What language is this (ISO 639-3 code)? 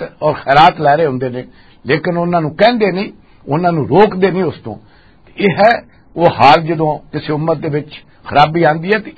lah